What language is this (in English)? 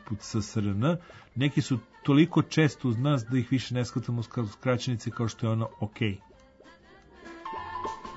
Serbian